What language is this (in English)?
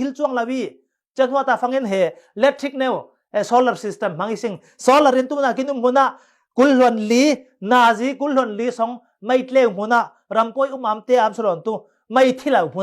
Falam Chin